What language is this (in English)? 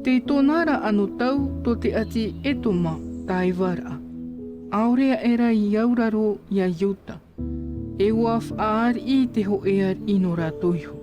Tahitian